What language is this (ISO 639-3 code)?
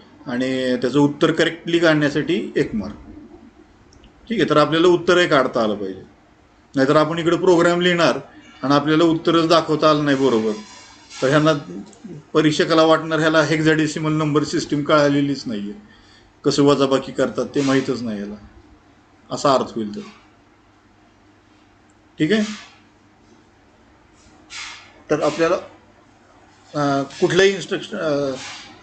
mar